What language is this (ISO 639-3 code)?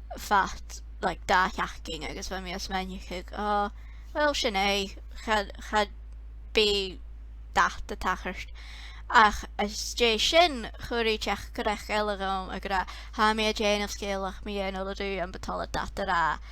gla